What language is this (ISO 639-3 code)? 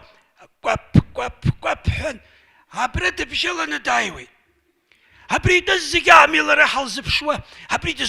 abk